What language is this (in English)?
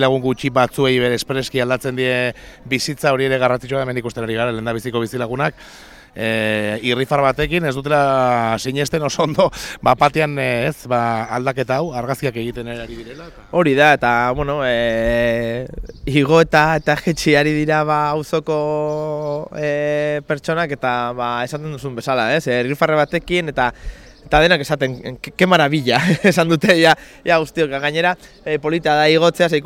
Basque